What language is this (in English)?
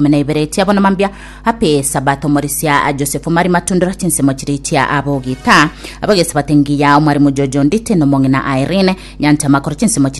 Gusii